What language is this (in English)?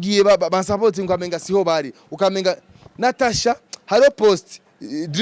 Rundi